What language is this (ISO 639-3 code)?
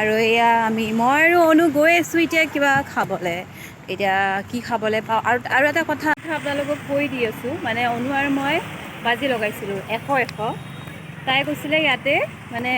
asm